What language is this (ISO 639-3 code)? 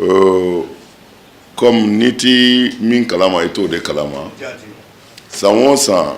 bam